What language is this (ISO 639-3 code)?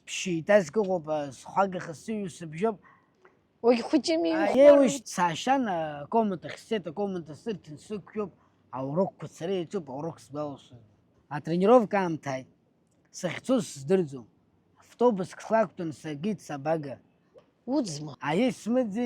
abk